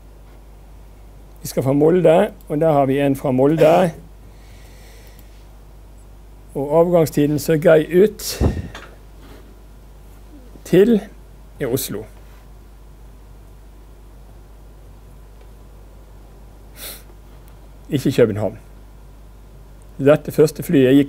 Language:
Norwegian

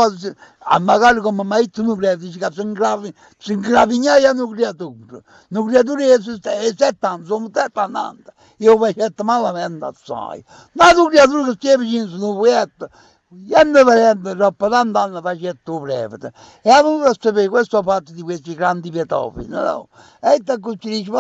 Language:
Neapolitan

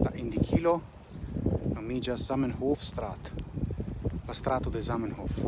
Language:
Esperanto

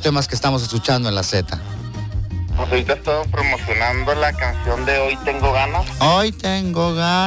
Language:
Spanish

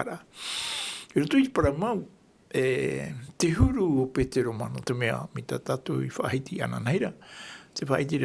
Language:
Tahitian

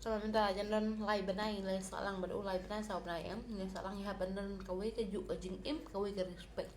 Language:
Khasi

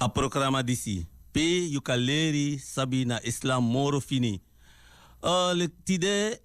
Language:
Sranan Tongo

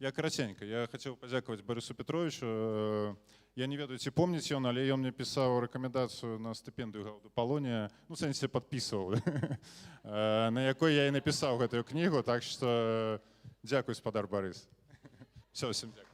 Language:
Belarusian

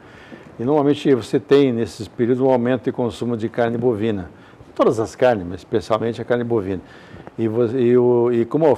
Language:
Portuguese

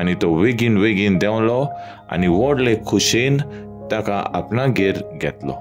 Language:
Konkani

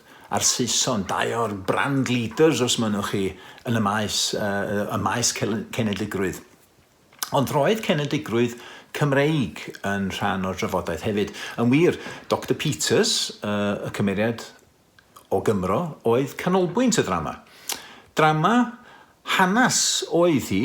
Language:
Welsh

